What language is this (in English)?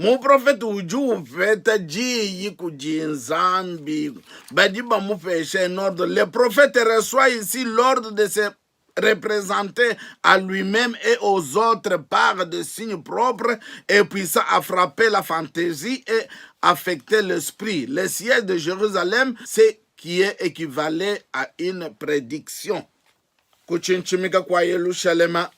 Luba-Lulua